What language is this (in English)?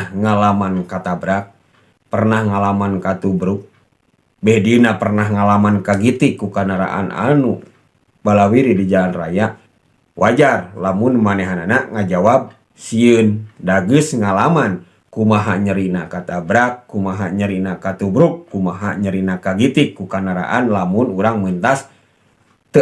Sundanese